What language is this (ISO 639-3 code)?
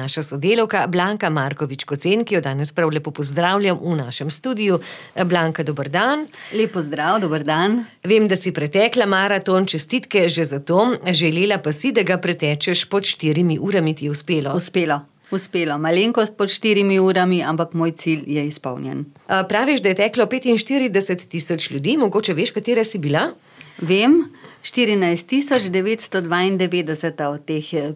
slv